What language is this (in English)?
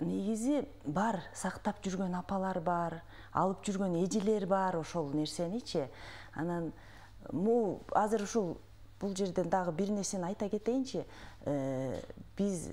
Kyrgyz